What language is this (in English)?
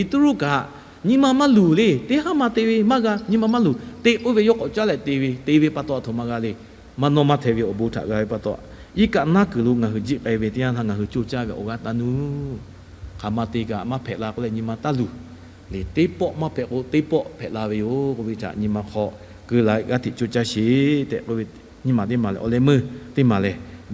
Lahu